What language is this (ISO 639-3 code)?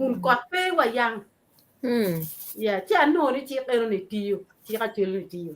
ach